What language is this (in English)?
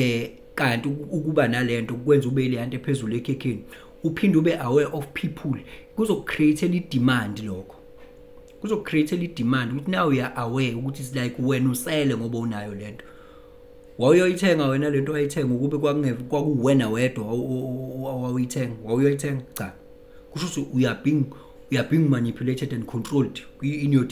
Zulu